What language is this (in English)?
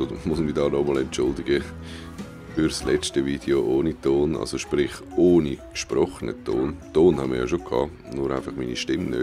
Swiss German